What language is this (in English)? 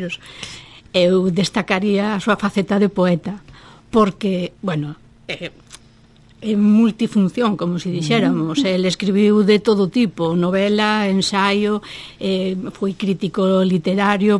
Galician